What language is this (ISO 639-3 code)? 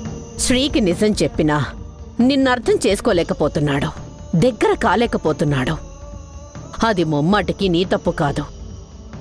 tel